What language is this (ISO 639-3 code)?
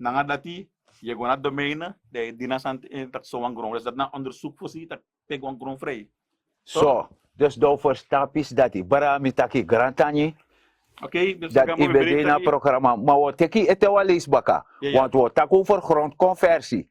srn